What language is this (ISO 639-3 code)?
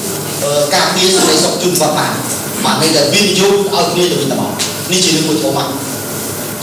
khm